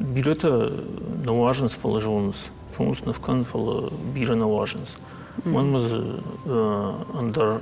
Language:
Ossetic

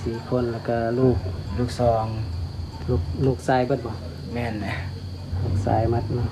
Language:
Lao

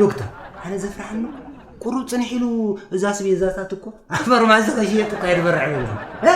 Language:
Tigrinya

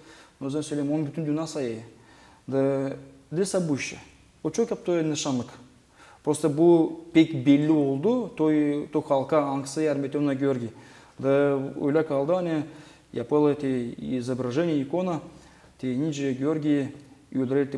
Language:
Gagauz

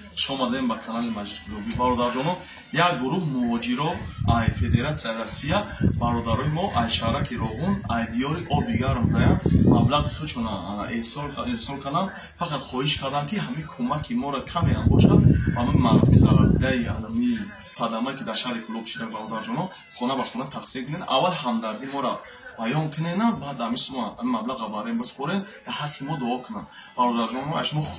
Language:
Tajik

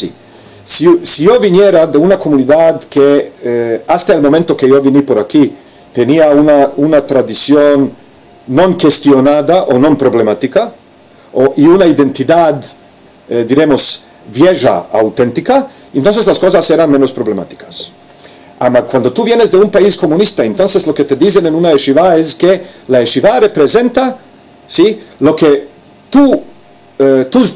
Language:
Ladino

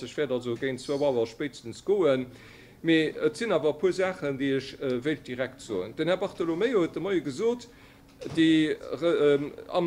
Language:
Luxembourgish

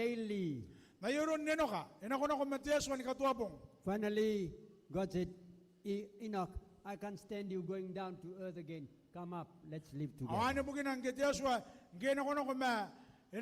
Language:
Gilbertese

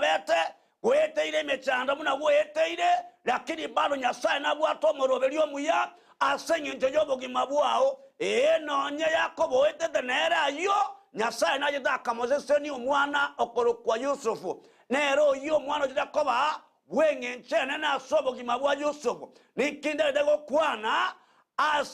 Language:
Gusii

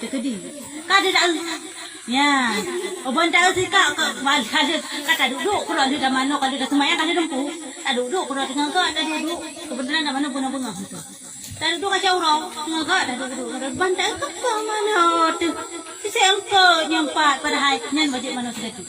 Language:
Achinese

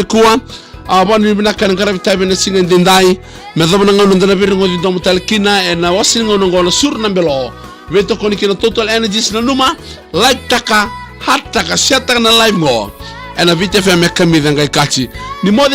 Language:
Fijian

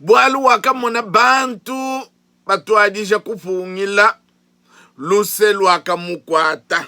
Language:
Luba-Lulua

